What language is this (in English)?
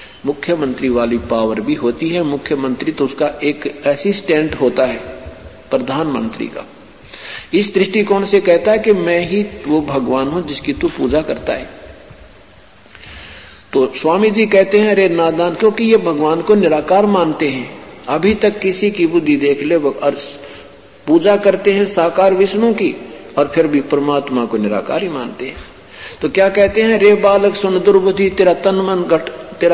Hindi